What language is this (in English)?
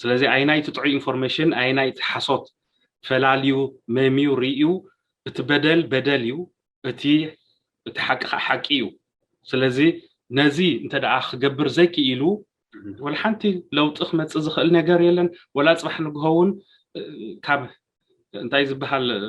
Tigrinya